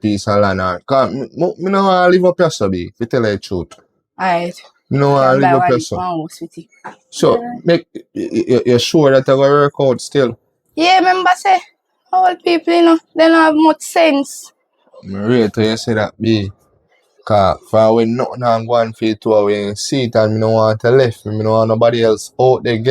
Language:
Jamaican Creole English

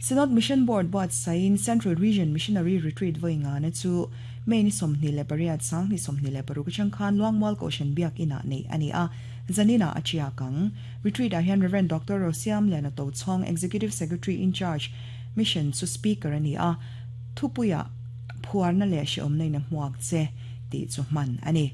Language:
Mizo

